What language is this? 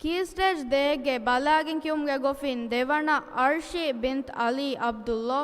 Divehi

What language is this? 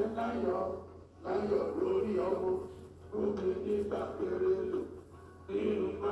Yoruba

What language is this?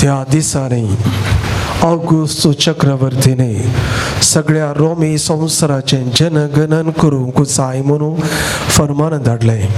Konkani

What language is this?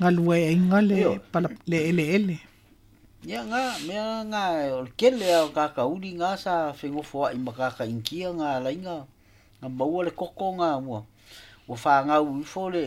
Samoan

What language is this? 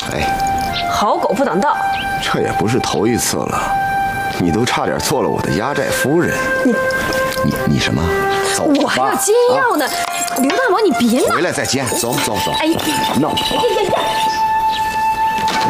Chinese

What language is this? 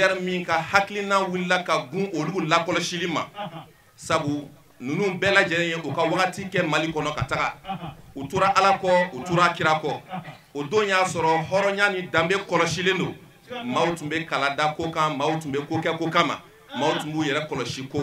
Bambara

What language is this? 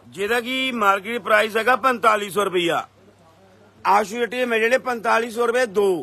Punjabi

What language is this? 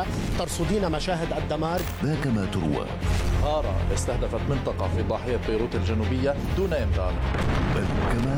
Arabic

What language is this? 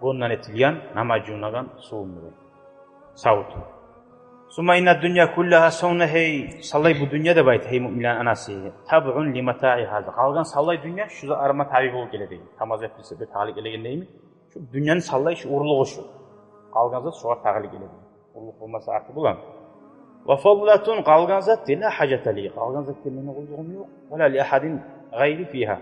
Kumyk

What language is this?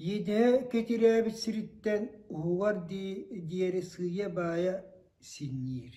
Yakut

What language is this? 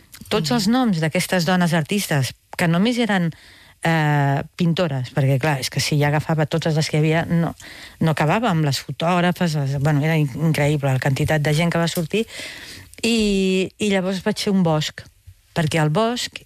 Catalan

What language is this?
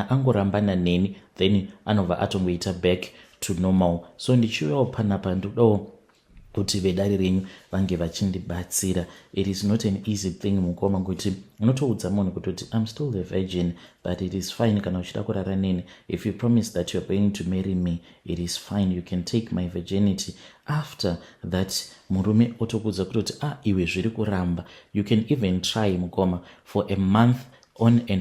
Shona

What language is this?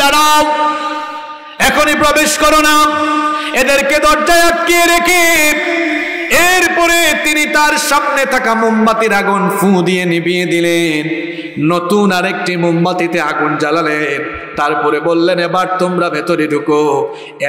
Bangla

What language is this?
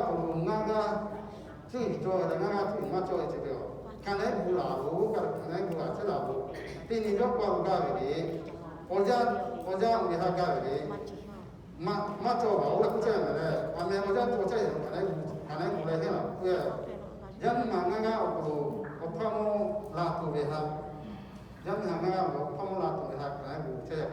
Lahu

